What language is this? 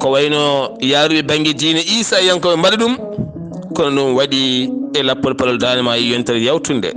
Fula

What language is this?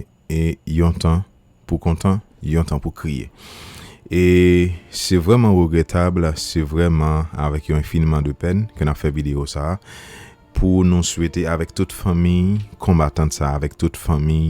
Haitian Creole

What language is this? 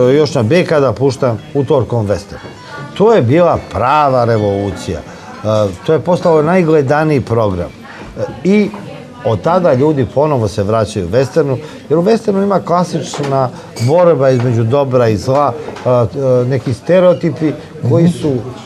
Serbian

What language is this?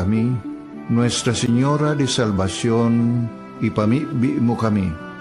Bikol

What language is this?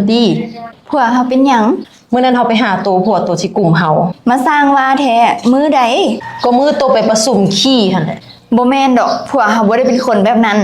Lao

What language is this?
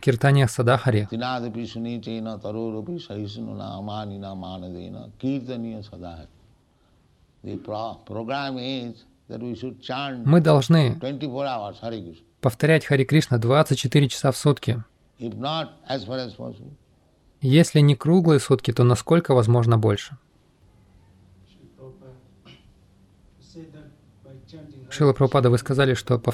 Russian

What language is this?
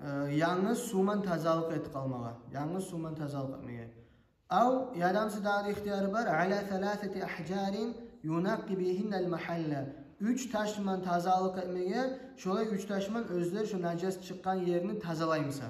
Kumyk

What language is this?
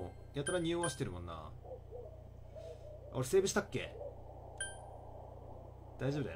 Japanese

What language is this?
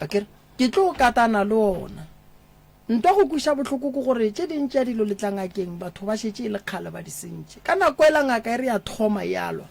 Northern Sotho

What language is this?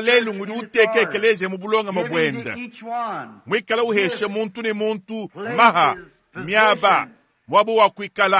Luba-Lulua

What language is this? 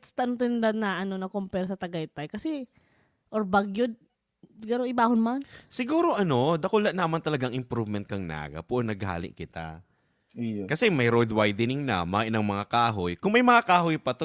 Bikol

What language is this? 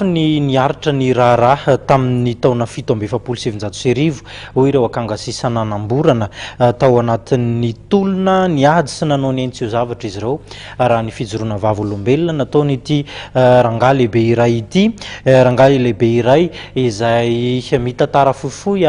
Malagasy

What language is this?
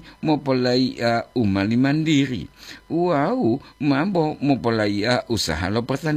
Gorontalo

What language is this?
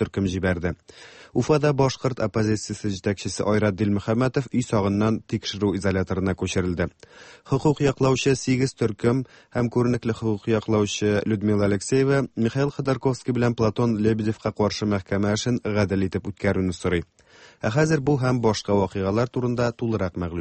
Tatar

